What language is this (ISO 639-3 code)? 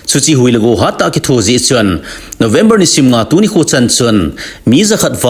tcz